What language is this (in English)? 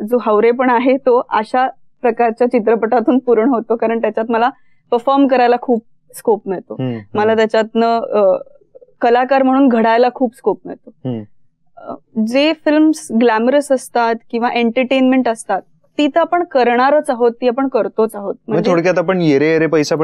Marathi